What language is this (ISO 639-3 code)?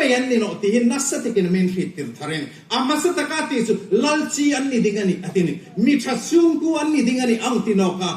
hmr